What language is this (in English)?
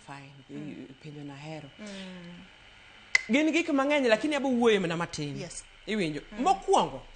Luo (Kenya and Tanzania)